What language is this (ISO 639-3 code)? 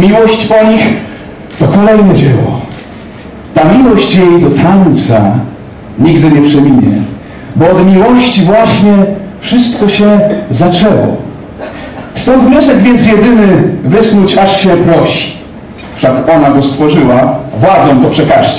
pol